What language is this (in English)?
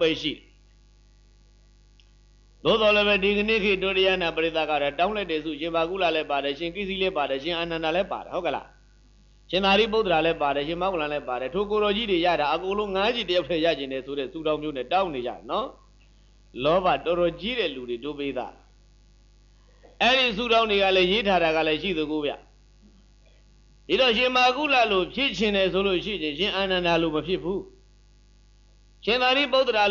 Burmese